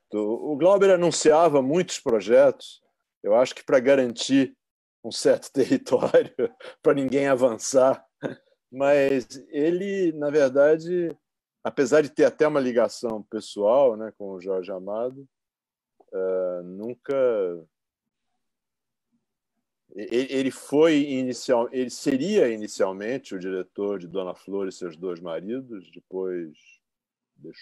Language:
Portuguese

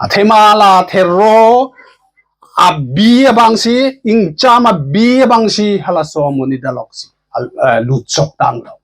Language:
Karbi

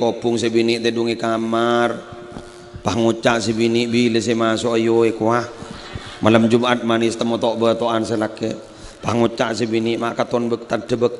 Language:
Madurese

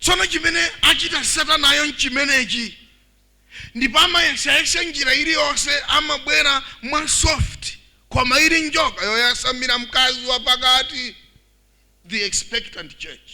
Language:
Nyanja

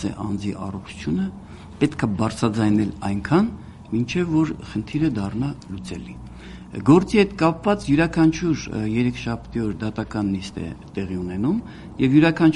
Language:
Armenian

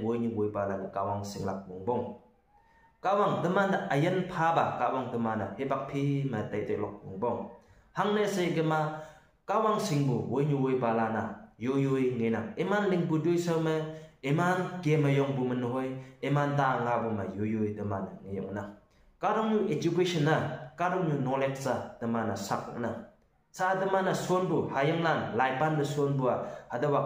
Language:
Konyak Naga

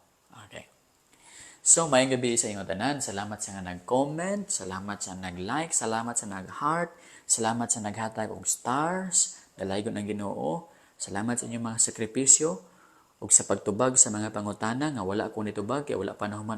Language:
Cebuano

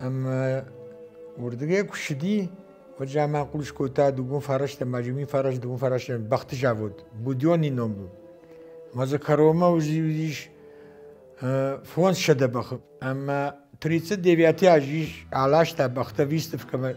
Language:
Ossetic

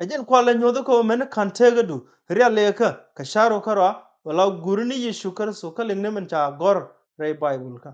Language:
Nuer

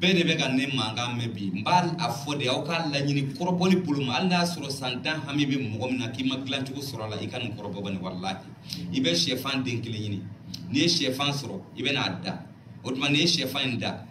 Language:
Bambara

